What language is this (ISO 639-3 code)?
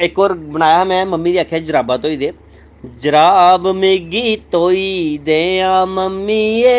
doi